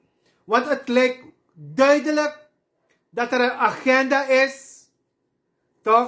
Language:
Sranan Tongo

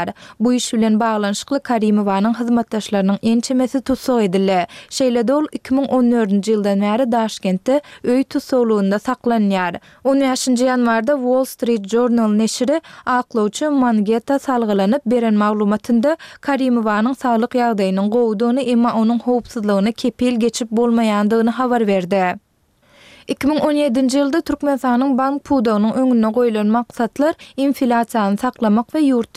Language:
Turkmen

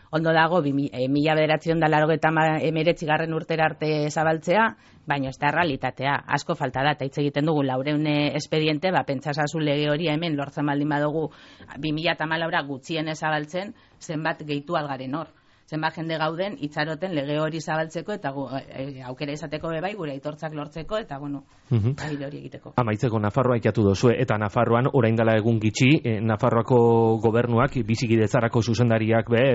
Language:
Basque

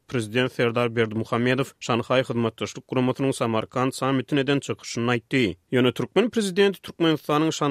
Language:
Turkmen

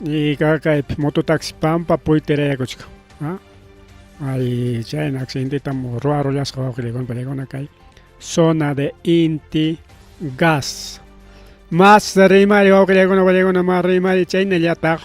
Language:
Ayacucho Quechua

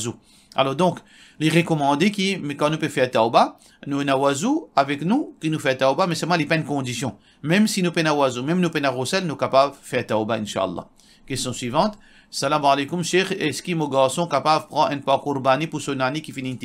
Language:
Morisyen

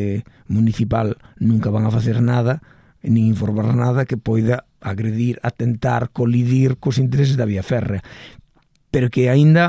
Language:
Galician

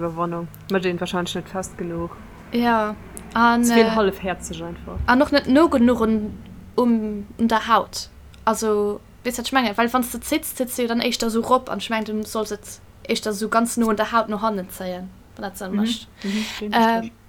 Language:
Luxembourgish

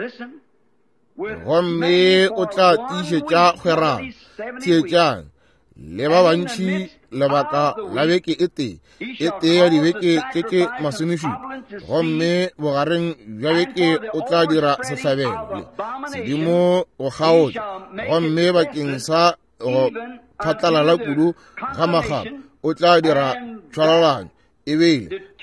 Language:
Northern Sotho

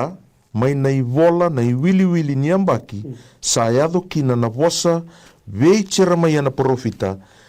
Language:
Fijian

